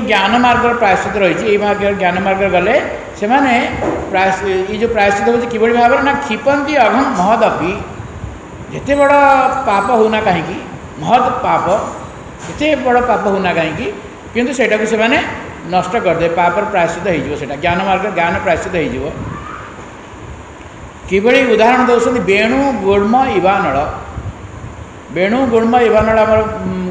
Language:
Odia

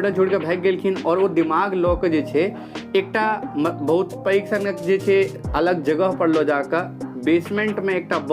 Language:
Maithili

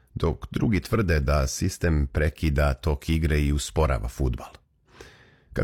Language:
Serbian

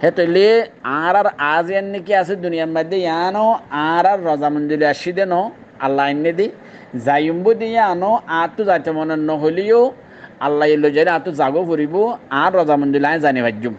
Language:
Rohingya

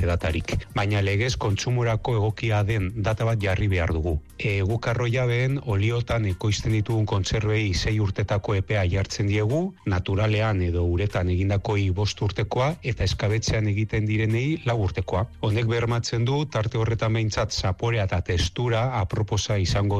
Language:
Basque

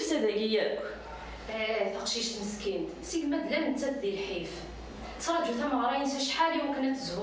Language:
Kabyle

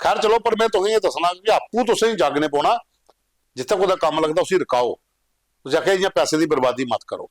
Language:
Dogri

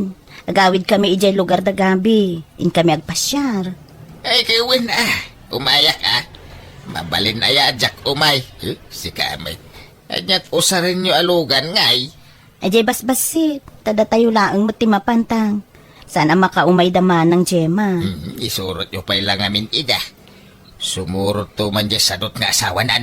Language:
Iloko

